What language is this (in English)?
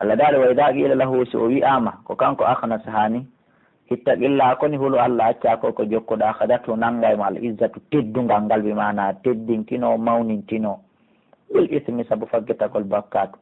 Pular